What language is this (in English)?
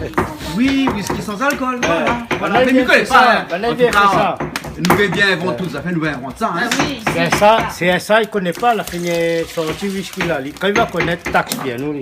Réunion Creole French